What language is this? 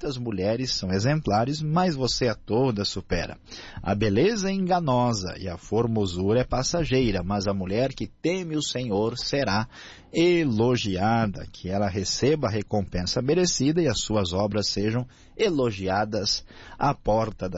Portuguese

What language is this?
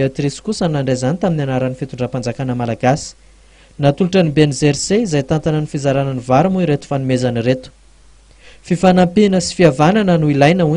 Malagasy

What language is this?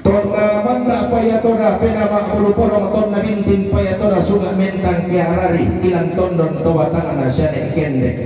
Toraja-Sa'dan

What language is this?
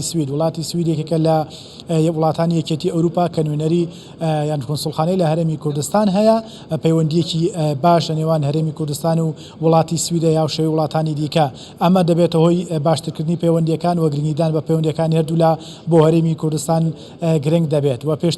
Central Kurdish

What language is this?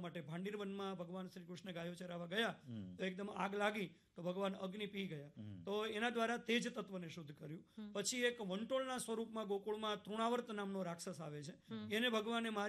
Gujarati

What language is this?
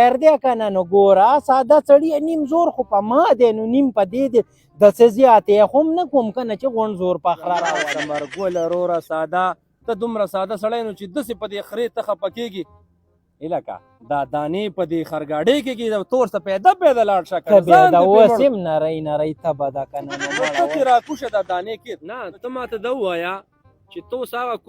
Pashto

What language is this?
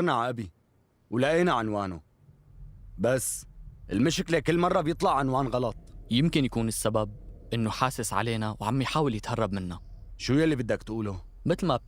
North Levantine Arabic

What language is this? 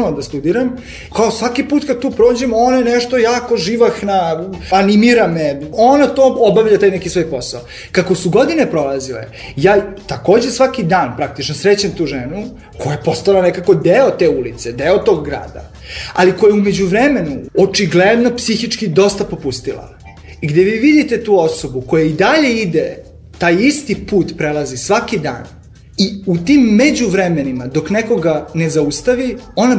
Serbian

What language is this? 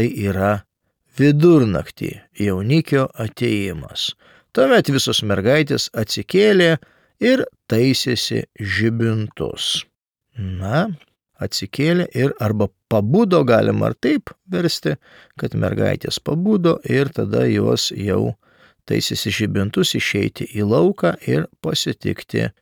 Lithuanian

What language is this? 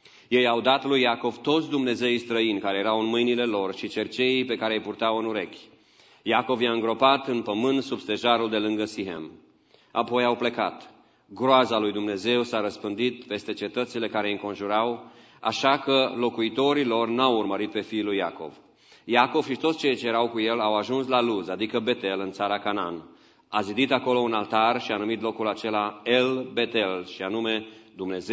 Romanian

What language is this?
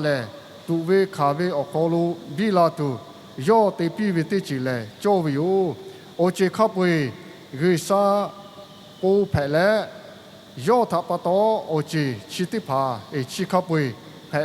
Lahu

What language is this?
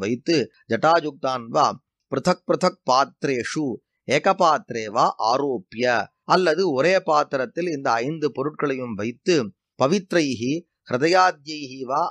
Tamil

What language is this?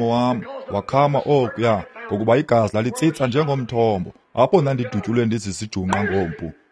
Xhosa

